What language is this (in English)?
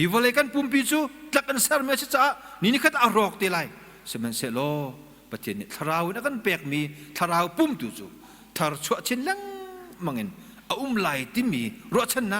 Hakha Chin